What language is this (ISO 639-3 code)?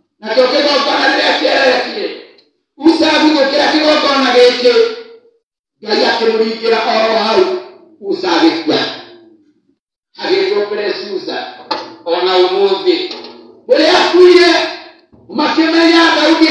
kik